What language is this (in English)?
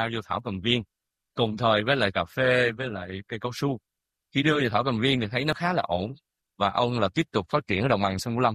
Vietnamese